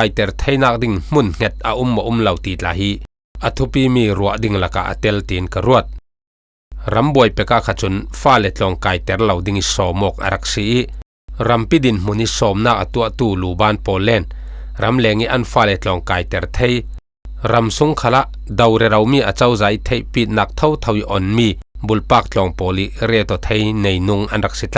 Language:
Falam Chin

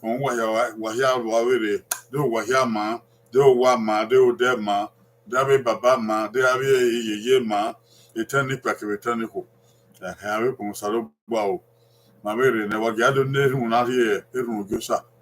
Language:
Bini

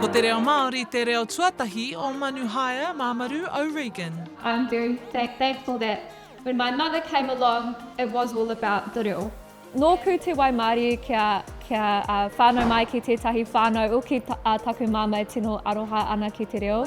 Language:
Māori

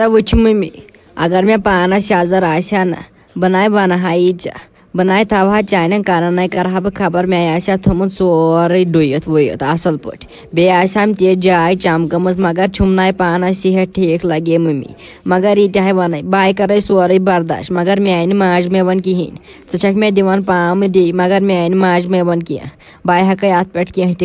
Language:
Kashmiri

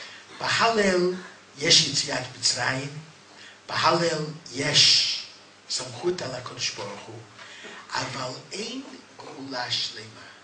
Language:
Hebrew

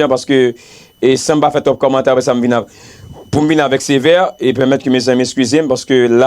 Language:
Haitian Creole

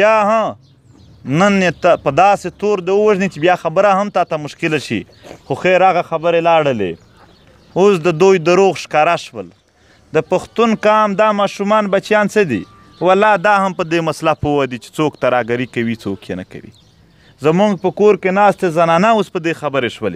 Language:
Pashto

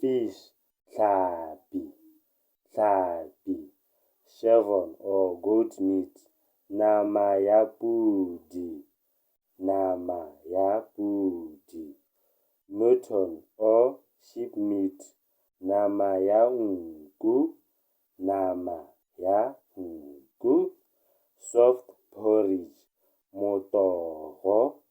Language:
Tswana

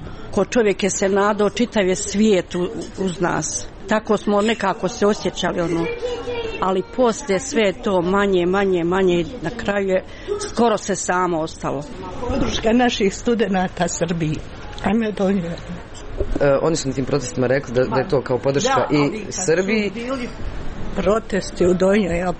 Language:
Croatian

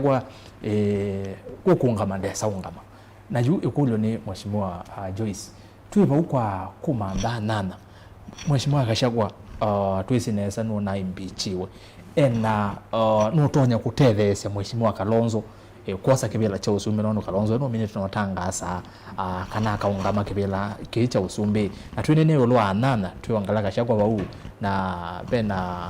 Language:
Kamba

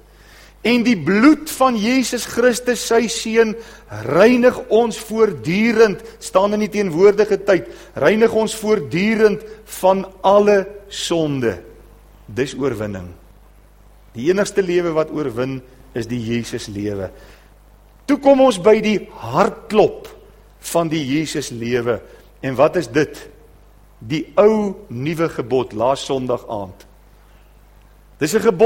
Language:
Afrikaans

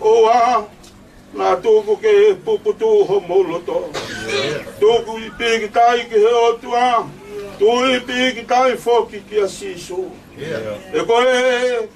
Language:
Tongan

